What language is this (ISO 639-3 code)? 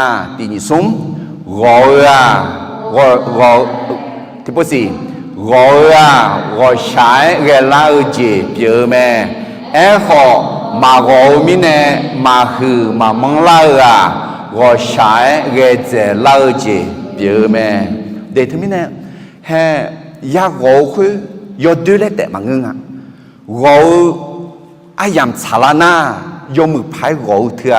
ahk